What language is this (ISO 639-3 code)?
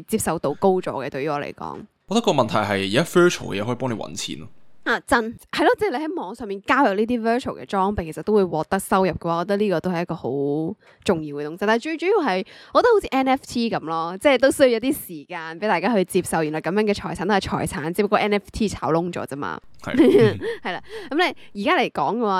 yue